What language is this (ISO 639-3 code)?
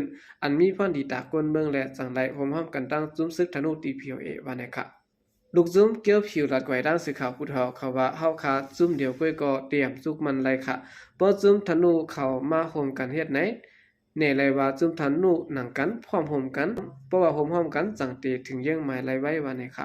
shn